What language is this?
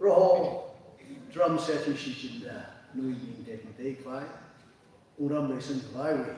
Tangkhul Naga (India)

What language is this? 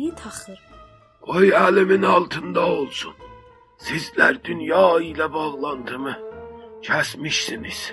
South Azerbaijani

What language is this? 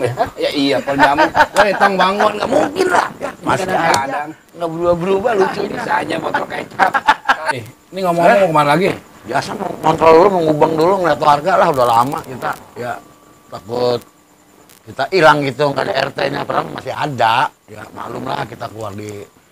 Betawi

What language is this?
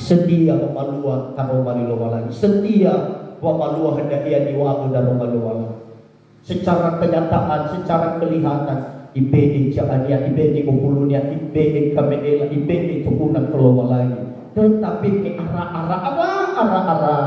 Nias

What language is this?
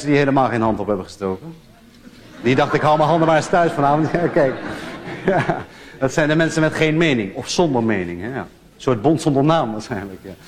Dutch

